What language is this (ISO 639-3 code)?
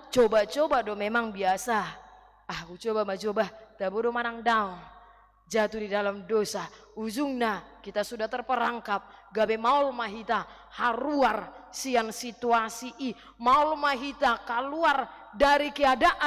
bbc